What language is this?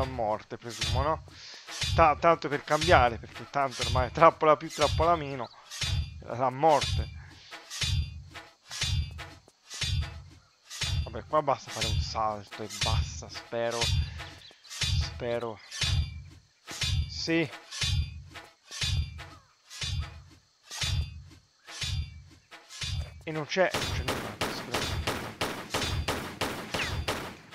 Italian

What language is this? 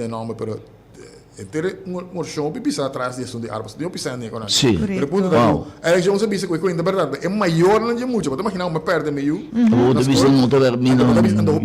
Papiamento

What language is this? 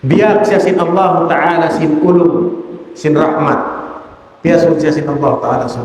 Tausug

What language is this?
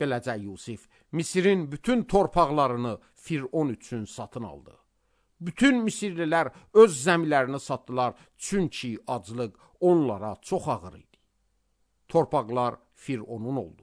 Azerbaijani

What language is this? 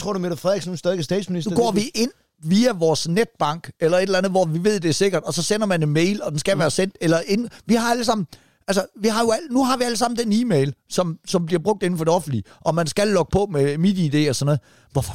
Danish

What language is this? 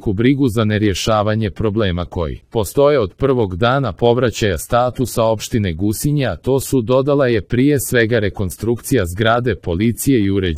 Serbian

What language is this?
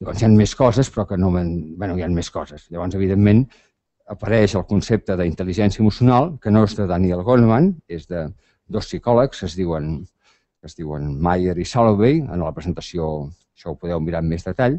Catalan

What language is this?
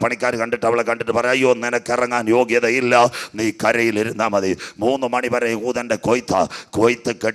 Malayalam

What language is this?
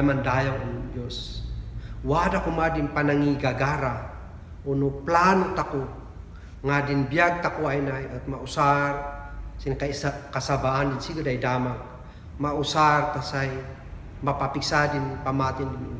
Kankanaey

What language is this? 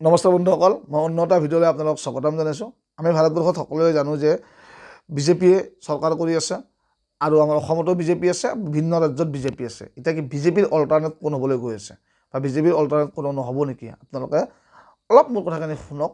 Assamese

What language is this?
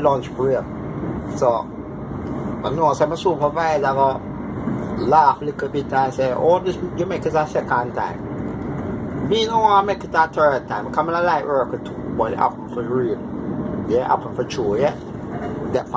Jamaican Creole English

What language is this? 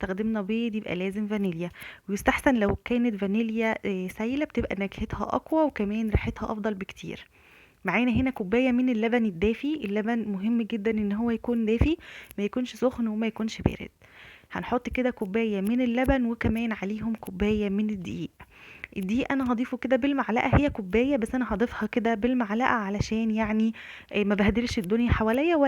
Egyptian Arabic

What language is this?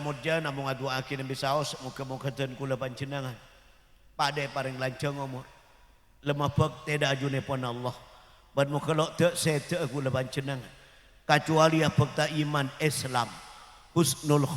Madurese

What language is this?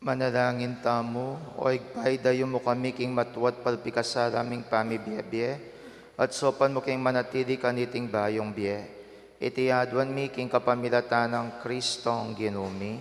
Pampanga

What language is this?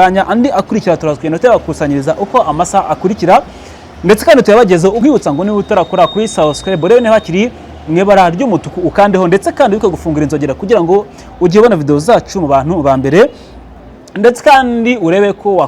Kinyarwanda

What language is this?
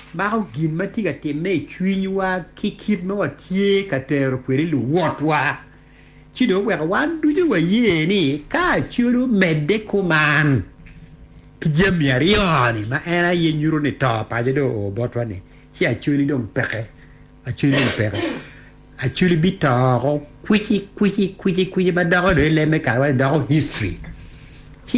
Acoli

